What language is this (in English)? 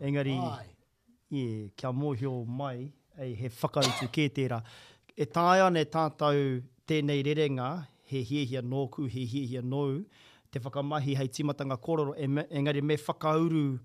Māori